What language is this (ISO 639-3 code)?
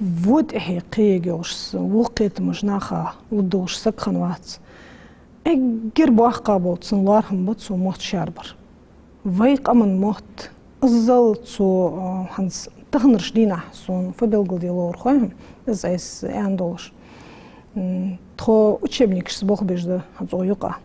inh